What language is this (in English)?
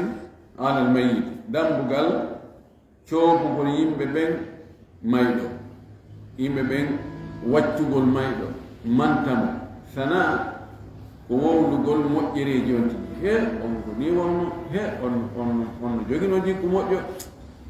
Fula